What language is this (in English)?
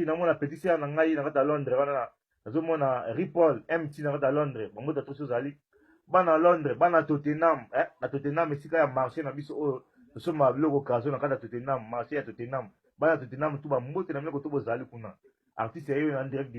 Lingala